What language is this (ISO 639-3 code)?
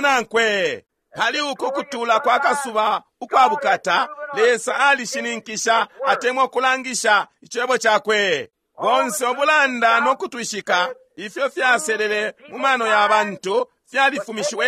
bem